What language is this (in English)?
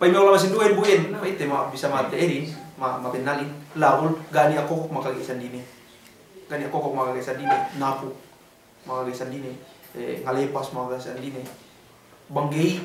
Yakan